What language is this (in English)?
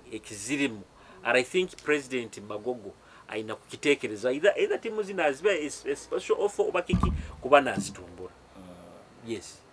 Nyoro